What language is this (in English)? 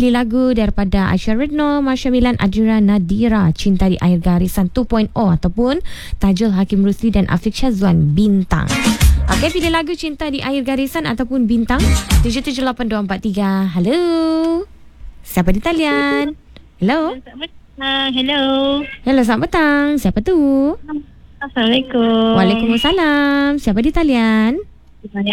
Malay